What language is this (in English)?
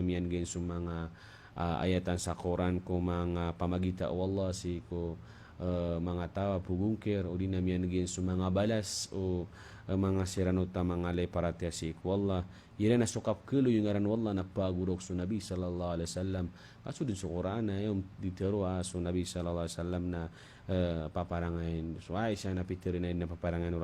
Maranao